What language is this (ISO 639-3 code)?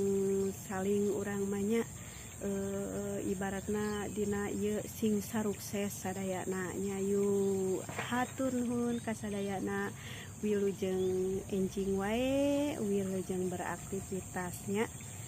sun